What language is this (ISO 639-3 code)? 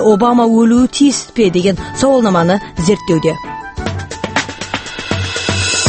kaz